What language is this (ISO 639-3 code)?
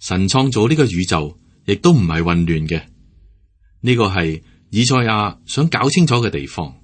yue